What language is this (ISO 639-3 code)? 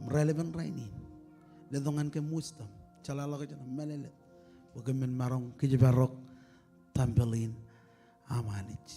mah